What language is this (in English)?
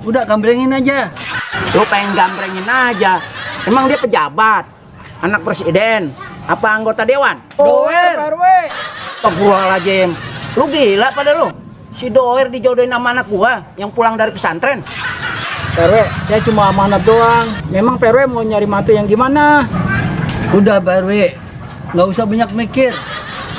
Betawi